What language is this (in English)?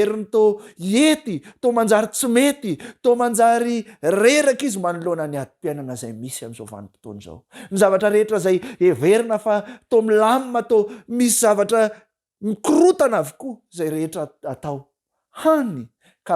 Malagasy